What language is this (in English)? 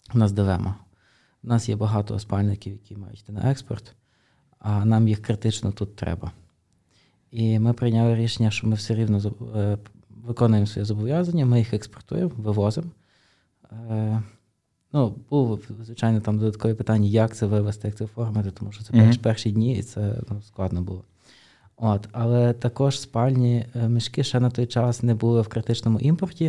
Ukrainian